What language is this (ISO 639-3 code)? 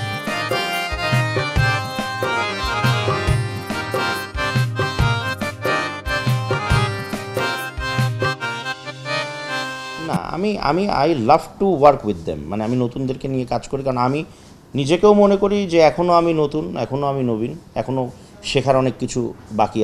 ben